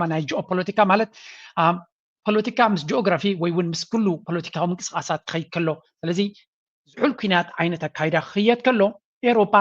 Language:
Tigrinya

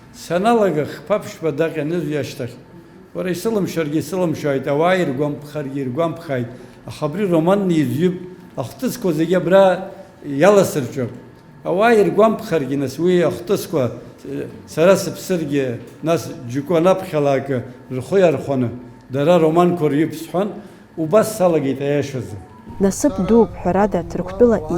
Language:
Abkhazian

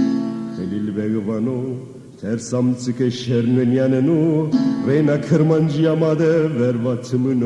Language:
Zaza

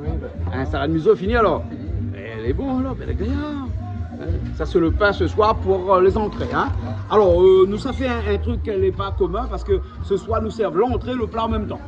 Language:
Réunion Creole French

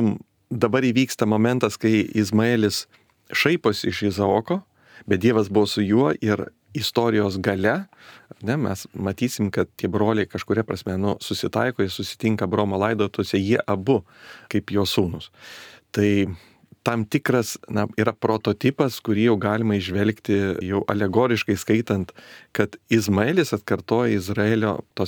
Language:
Lithuanian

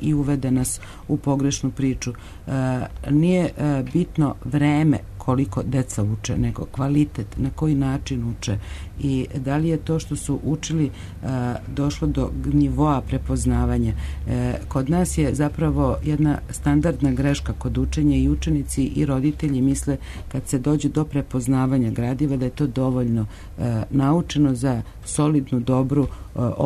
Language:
Serbian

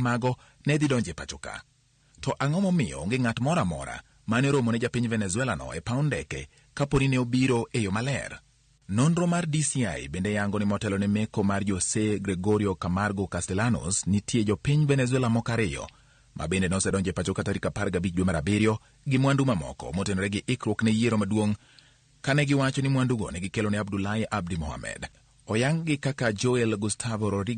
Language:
Luo (Kenya and Tanzania)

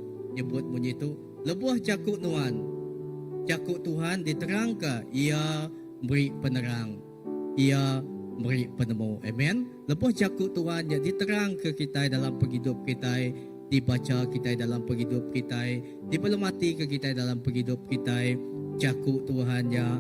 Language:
Iban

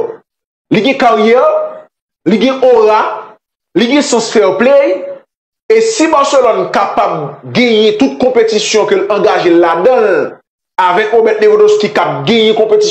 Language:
Haitian Creole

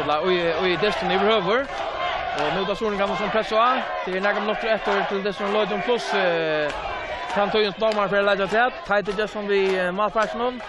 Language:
Faroese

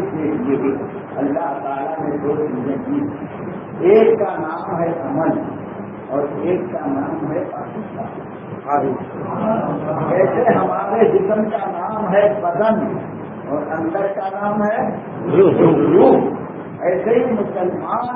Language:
Urdu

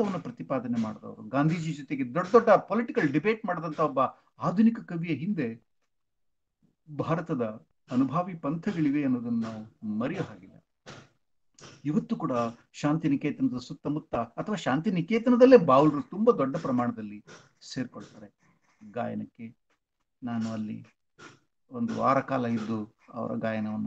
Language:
Kannada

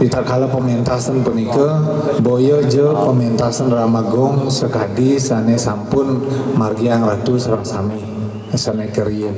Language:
Balinese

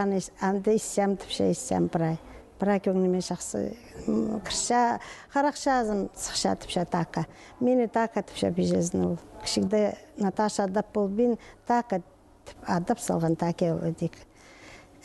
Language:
Khakas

